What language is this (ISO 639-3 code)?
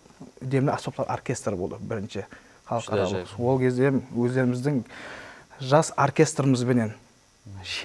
kaa